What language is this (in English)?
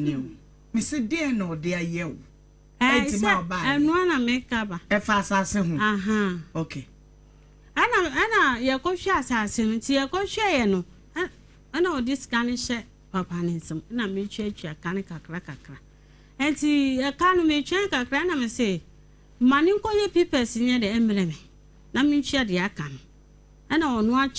Akan